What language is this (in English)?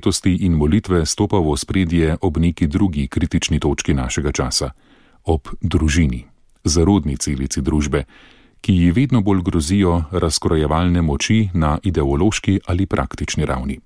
Slovenian